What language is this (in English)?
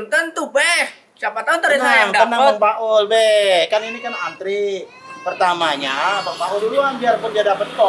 Betawi